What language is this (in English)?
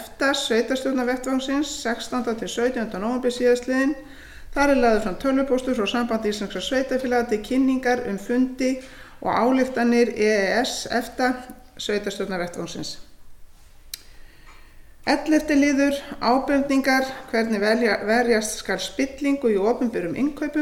Icelandic